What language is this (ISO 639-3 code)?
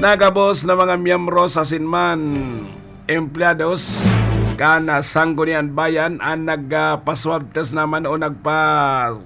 bik